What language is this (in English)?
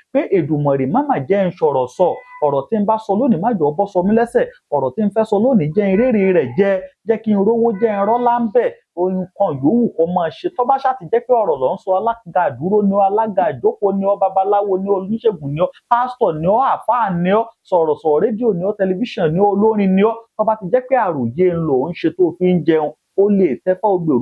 Yoruba